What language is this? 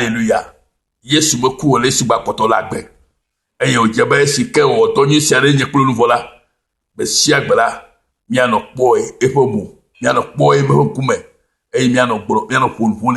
Ewe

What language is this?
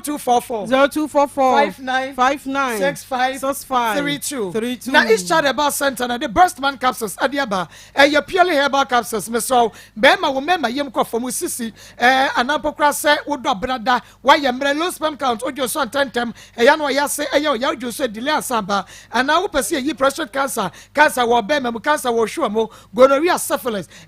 Akan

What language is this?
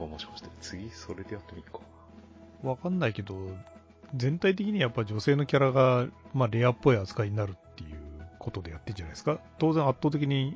Japanese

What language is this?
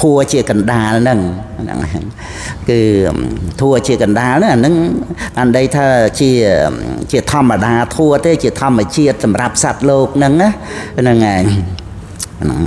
Khmer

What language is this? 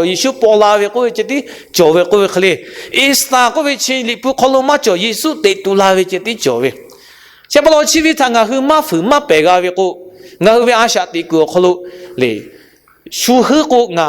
Lahu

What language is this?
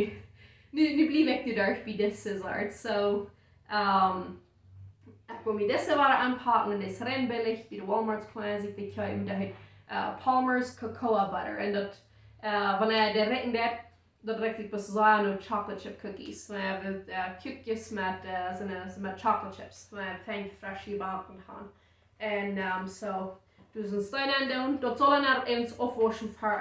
Plautdietsch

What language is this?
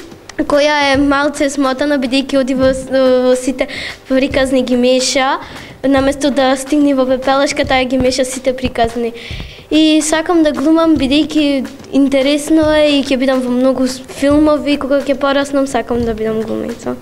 Macedonian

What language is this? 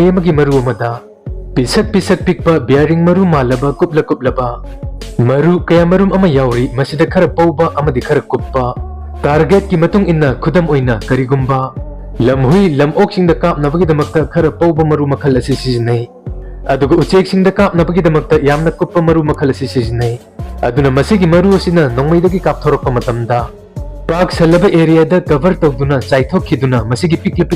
Manipuri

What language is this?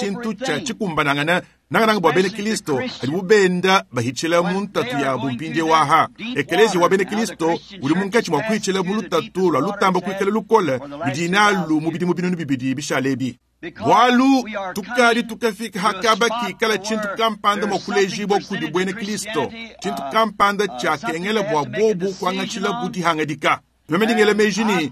Luba-Lulua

